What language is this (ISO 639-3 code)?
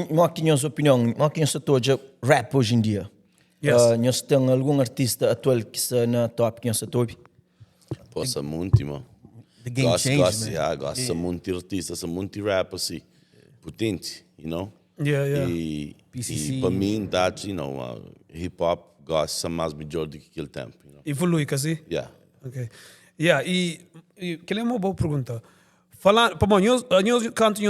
kea